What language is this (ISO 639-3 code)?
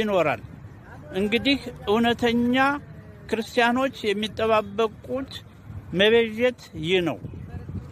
amh